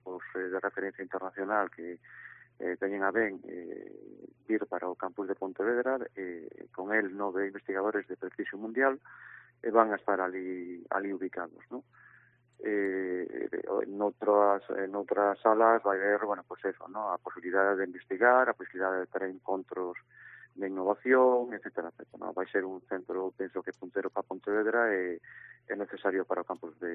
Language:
Galician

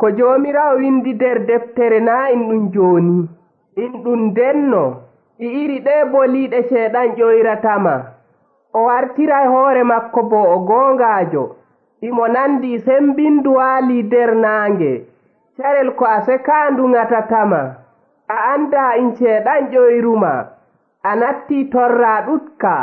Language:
Nigerian Fulfulde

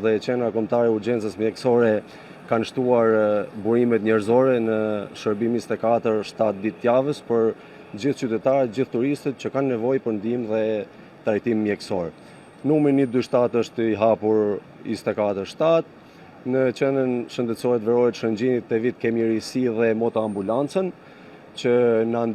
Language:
Albanian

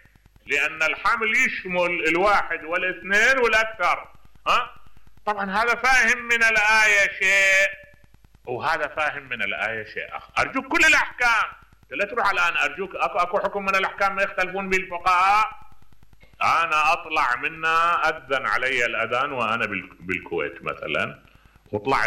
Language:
Mesopotamian Arabic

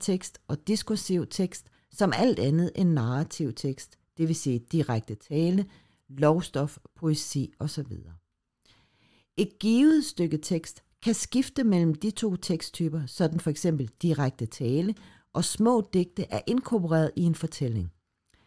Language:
Danish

